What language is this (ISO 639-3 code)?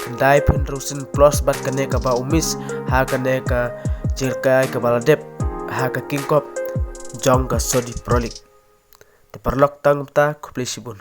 kha